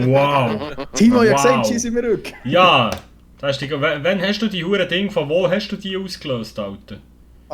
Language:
Swiss German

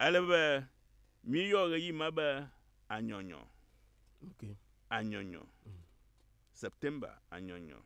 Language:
Ewe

